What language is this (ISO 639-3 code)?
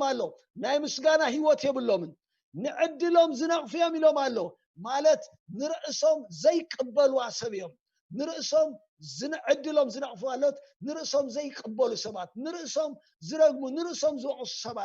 tir